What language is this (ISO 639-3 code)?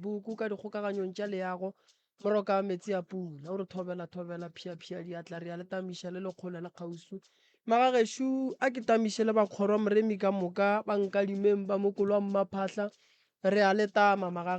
nso